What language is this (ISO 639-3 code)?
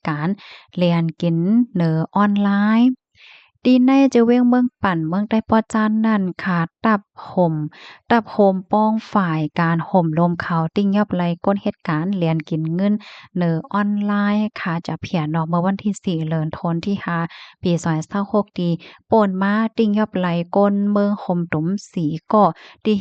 shn